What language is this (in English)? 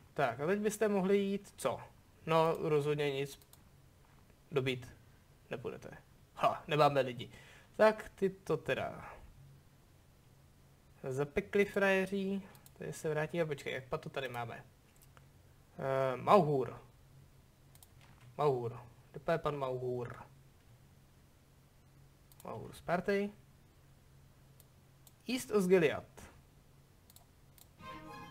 Czech